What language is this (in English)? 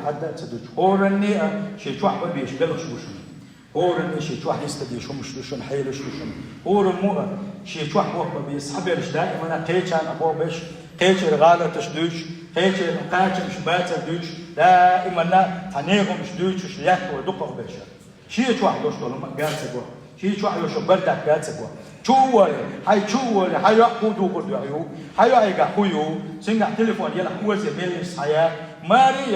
Chechen